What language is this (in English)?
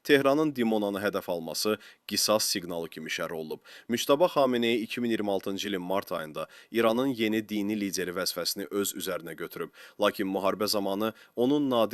Azerbaijani